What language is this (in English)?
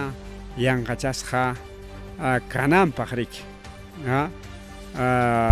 Ayacucho Quechua